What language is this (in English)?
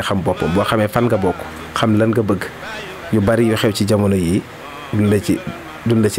Wolof